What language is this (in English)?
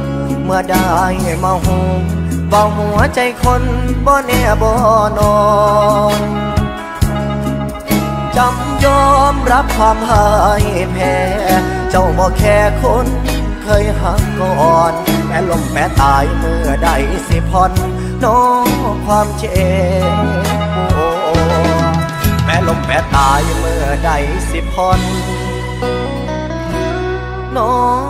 Thai